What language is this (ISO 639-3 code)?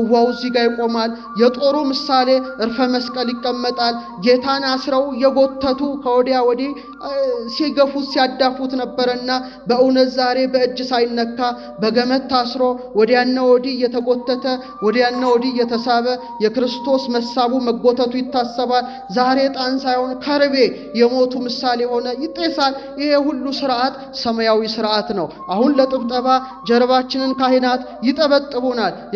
amh